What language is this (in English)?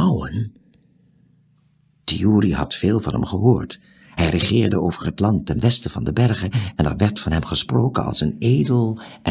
Dutch